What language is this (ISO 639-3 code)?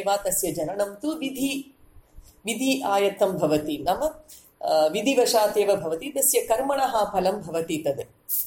san